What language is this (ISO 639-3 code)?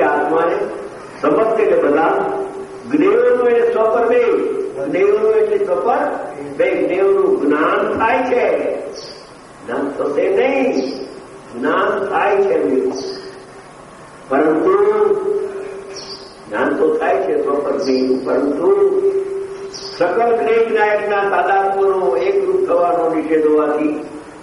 guj